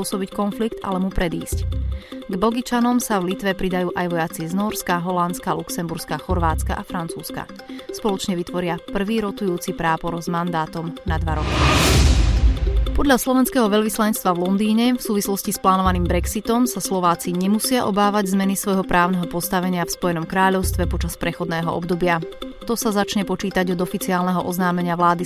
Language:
Slovak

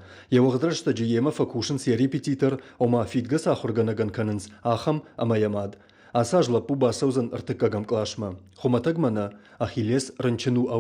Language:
Ossetic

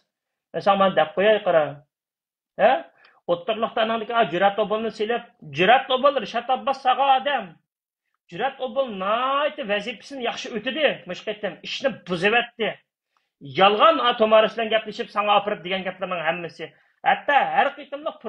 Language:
Uyghur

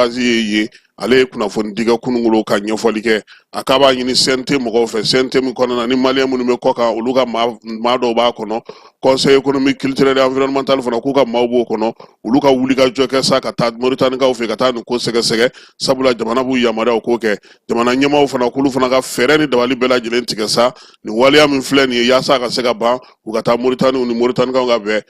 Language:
Bambara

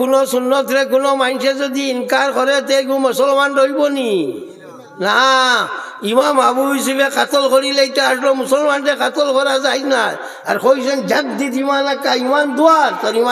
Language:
Sylheti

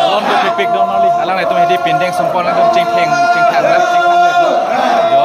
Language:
Karbi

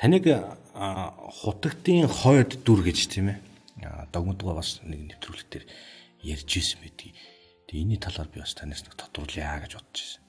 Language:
Mongolian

